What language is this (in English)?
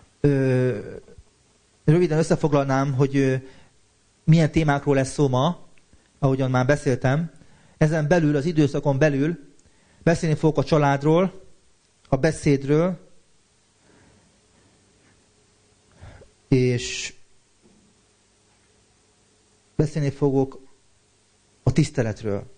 Hungarian